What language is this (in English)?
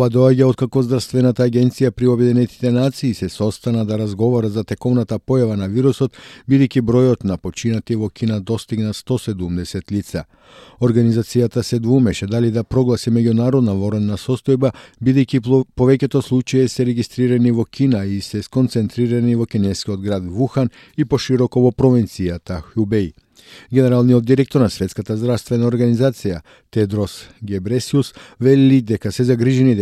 Macedonian